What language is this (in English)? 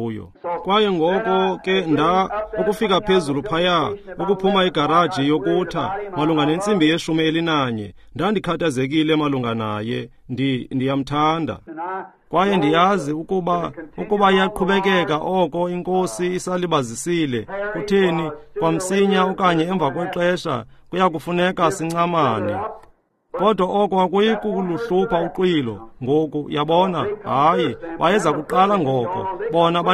Xhosa